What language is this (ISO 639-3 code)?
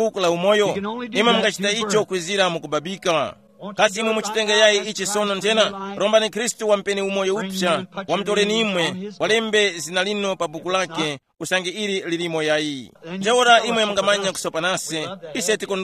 tum